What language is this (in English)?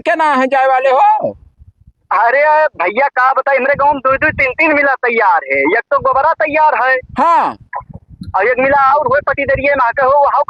Awadhi